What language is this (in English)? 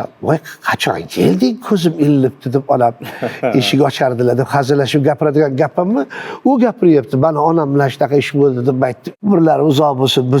Uzbek